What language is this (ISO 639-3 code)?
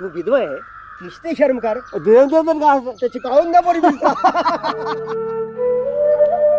doi